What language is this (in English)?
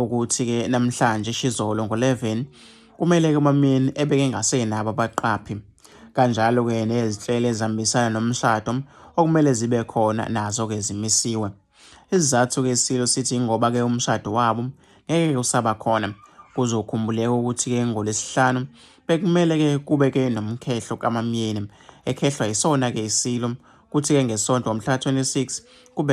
Zulu